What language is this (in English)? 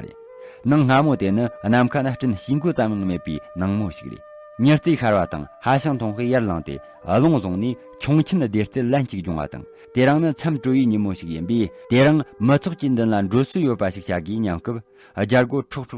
Tibetan